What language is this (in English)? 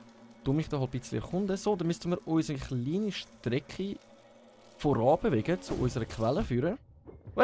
Swiss German